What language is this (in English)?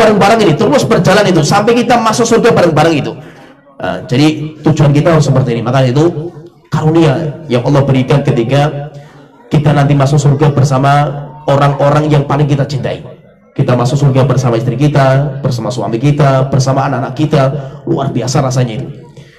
Indonesian